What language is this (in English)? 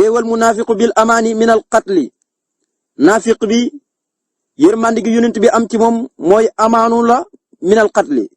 Wolof